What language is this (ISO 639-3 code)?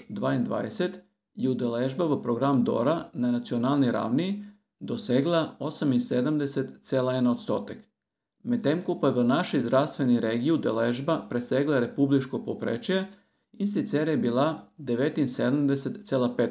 slv